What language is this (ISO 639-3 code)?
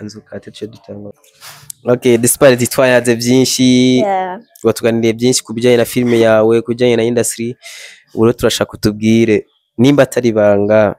run